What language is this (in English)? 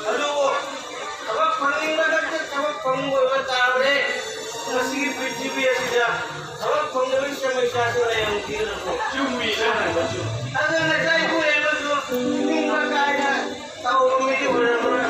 Manipuri